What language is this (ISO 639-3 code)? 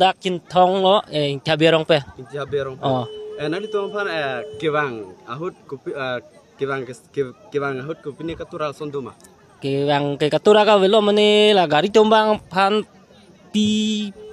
mjw